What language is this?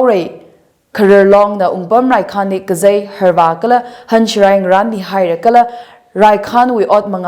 Tangkhul Naga (India)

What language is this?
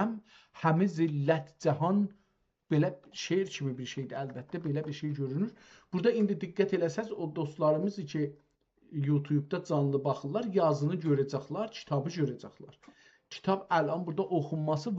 South Azerbaijani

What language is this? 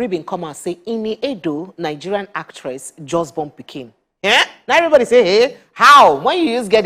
Nigerian Pidgin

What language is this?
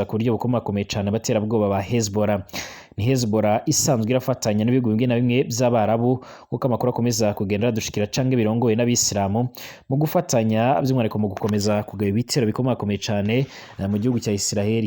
Rundi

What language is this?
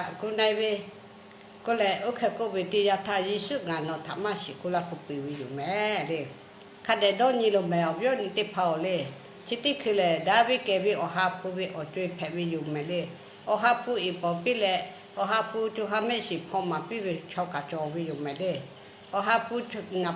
Lahu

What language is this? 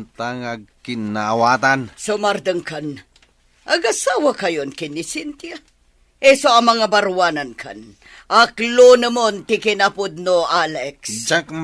Iloko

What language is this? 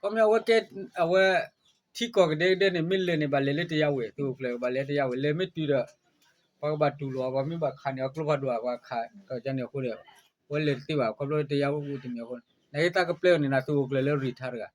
S'gaw Karen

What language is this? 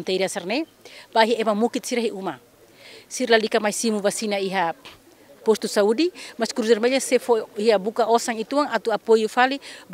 Tetum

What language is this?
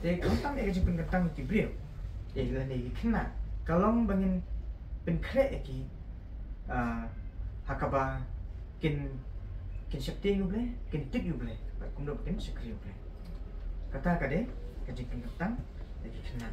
Khasi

